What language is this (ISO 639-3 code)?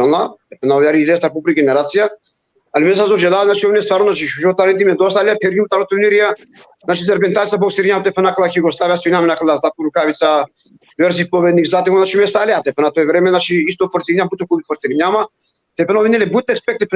rmn